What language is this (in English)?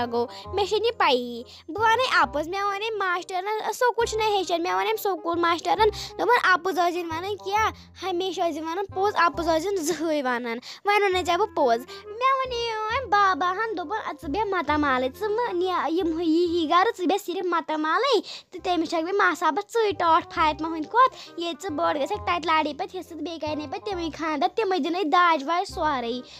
Kashmiri